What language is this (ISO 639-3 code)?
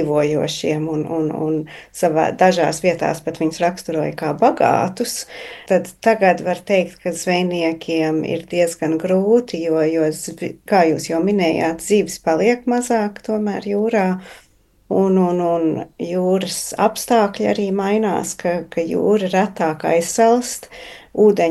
lav